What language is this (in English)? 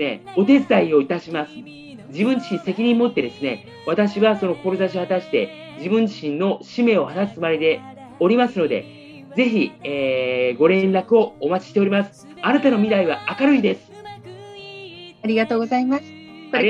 Japanese